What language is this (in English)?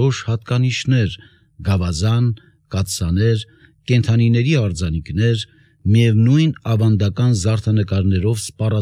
Armenian